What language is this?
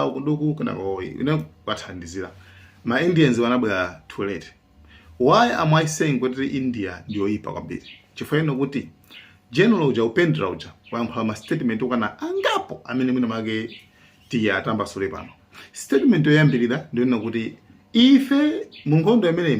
Nyanja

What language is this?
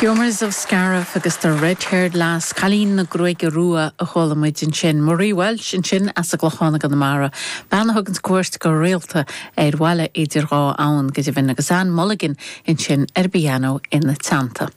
Irish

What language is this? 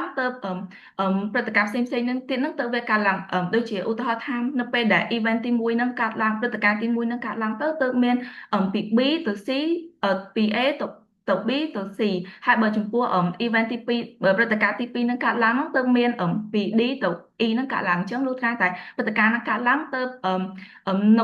Khmer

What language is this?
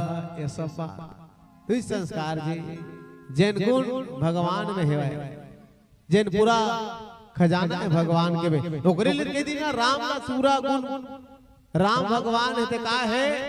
Chhattisgarhi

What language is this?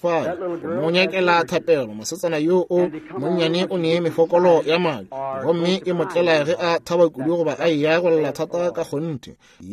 Northern Sotho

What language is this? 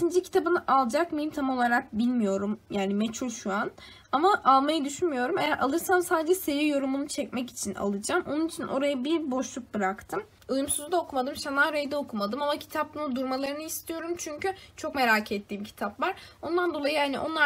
Turkish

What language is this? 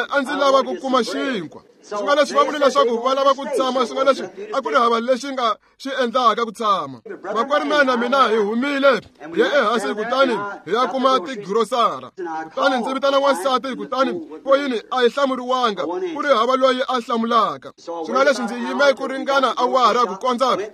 Tsonga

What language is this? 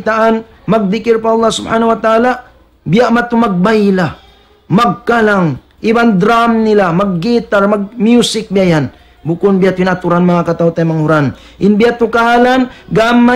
Tausug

